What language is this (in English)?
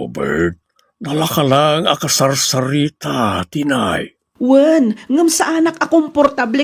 Iloko